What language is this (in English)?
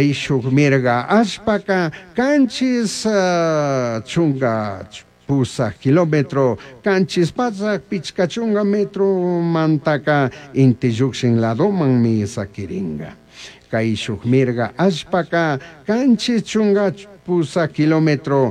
Chimborazo Highland Quichua